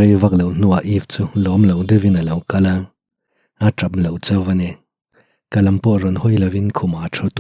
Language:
Mizo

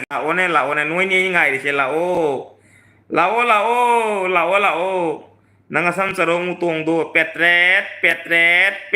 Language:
Manipuri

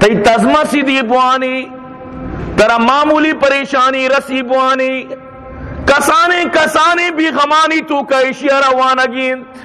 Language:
Eastern Balochi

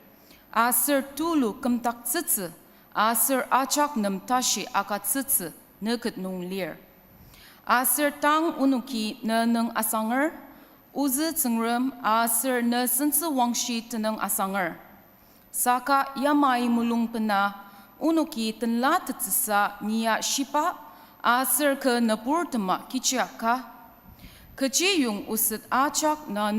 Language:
Ao Naga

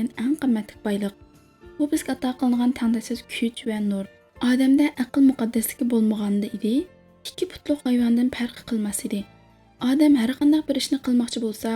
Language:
Uyghur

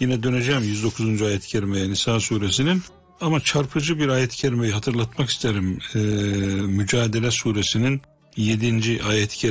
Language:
Turkish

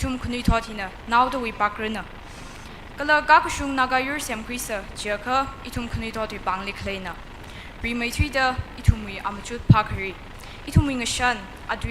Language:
Tangkhul Naga (India)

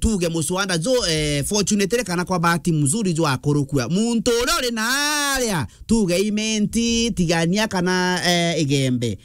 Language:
Meru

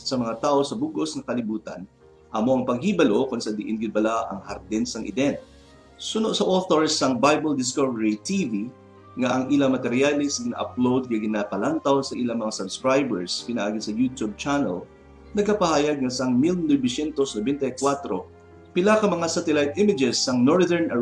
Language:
Hiligaynon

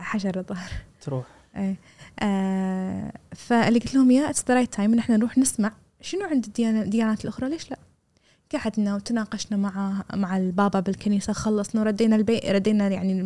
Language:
Gulf Arabic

